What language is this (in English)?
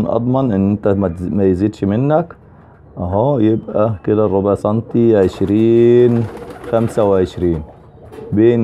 Egyptian Arabic